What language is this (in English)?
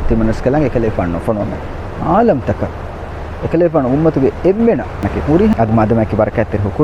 Divehi